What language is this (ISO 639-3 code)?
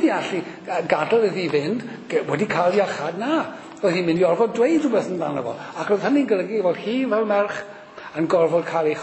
cym